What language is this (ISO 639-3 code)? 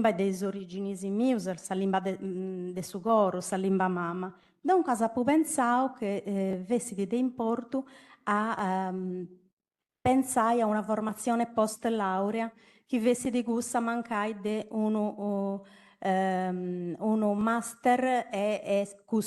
srd